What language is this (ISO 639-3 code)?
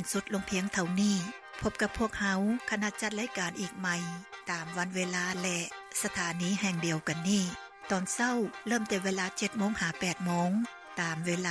lao